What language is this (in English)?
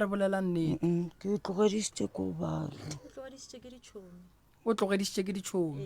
Northern Sotho